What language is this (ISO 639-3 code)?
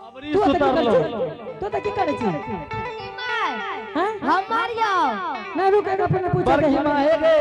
anp